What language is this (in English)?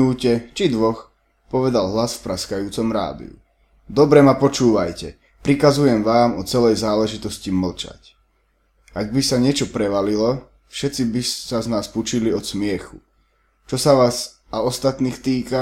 Slovak